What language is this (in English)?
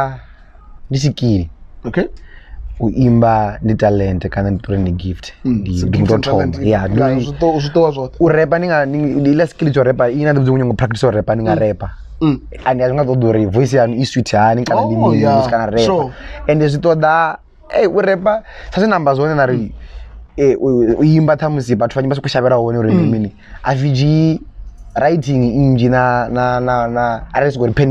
Venda